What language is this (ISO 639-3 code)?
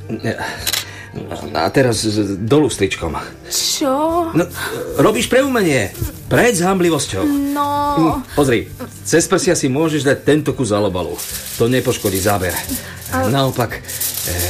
slk